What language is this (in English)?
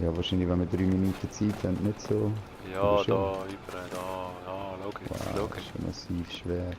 Swiss German